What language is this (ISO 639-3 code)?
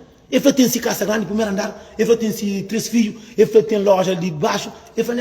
kea